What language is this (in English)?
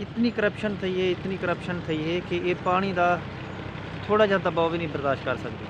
Saraiki